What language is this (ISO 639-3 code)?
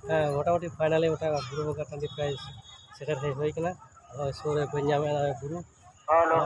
sat